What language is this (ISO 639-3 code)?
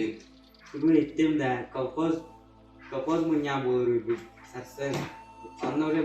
sah